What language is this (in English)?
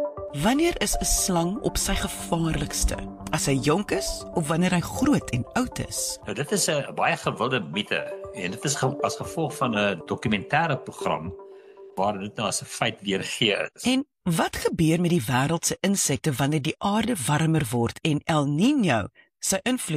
Afrikaans